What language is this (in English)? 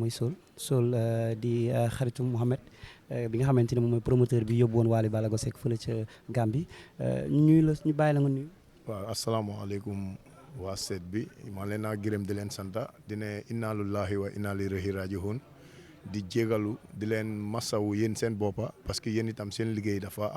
Wolof